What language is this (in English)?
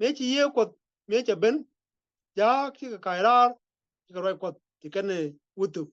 Nuer